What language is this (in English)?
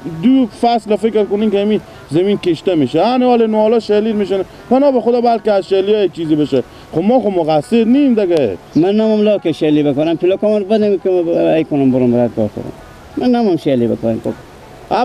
Persian